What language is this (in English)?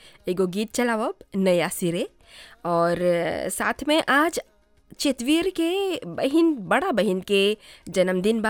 Bhojpuri